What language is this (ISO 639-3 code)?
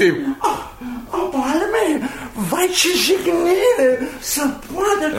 ron